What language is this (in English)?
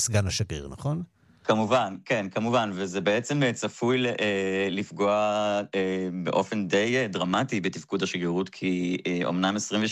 Hebrew